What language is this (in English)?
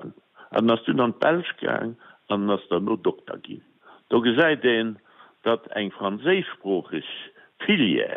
Luxembourgish